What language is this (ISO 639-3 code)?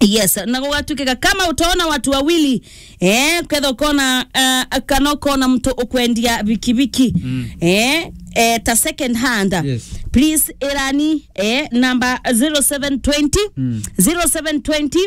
mer